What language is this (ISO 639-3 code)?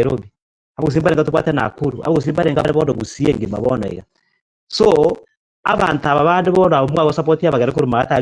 guz